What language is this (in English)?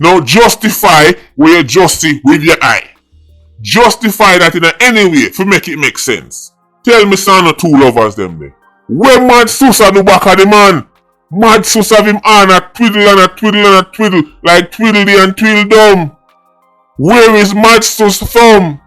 Jamaican Creole English